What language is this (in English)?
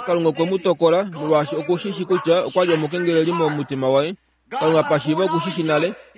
Kuanyama